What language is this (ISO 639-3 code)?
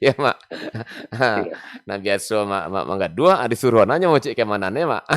min